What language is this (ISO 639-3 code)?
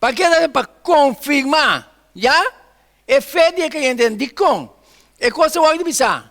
pap